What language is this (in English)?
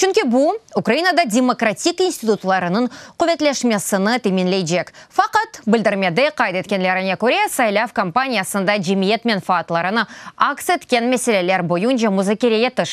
Crimean Tatar